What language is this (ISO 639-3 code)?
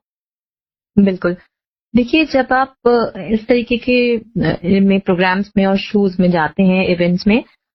hin